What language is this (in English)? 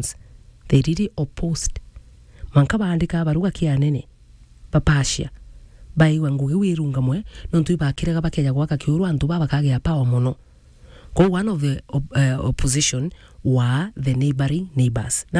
Meru